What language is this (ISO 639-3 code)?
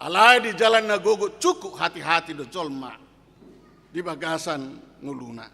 bbc